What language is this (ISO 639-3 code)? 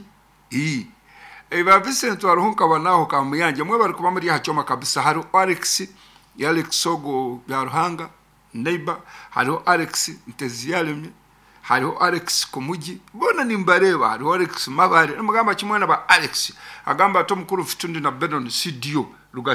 nyn